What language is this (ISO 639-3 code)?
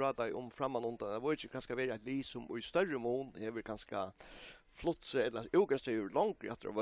fao